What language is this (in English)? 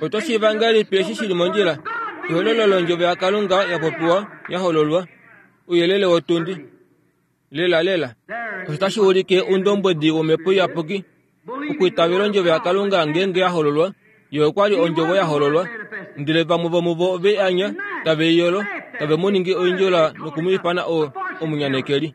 Kuanyama